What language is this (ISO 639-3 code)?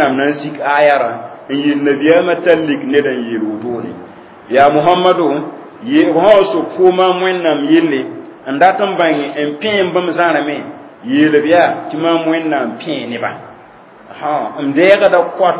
mos